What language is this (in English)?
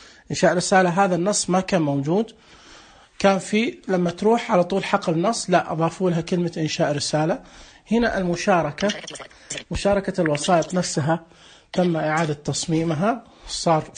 Najdi Arabic